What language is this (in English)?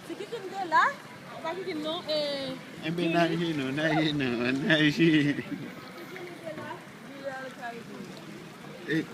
Haitian Creole